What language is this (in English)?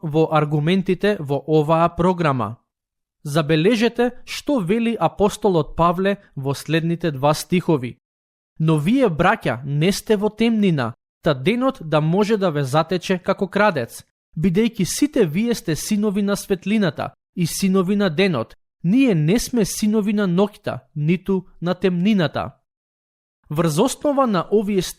Macedonian